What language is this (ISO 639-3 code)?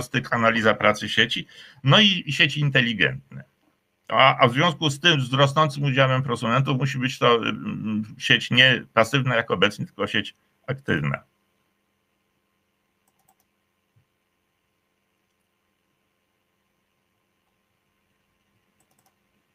pol